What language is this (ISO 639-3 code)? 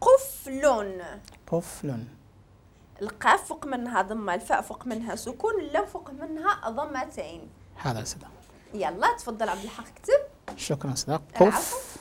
ary